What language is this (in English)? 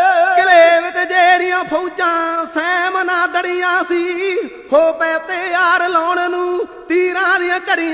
Punjabi